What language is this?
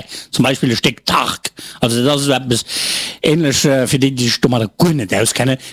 Luxembourgish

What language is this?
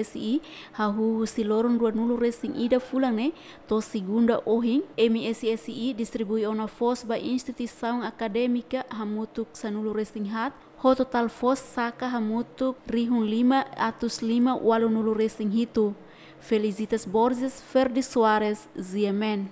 Tetum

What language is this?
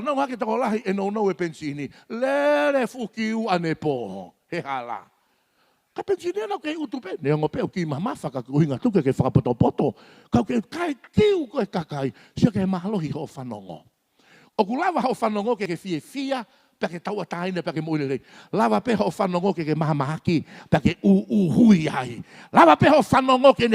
Tongan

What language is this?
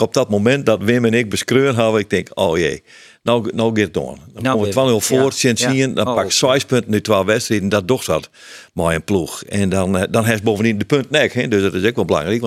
Western Frisian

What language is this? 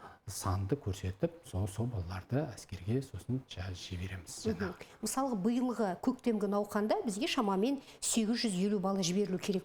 Kazakh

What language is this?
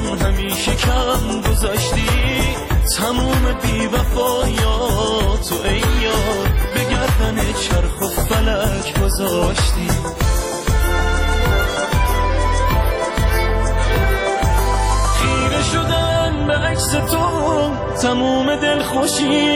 Persian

